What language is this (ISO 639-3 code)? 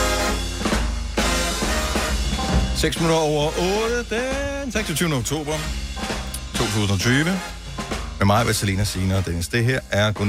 dan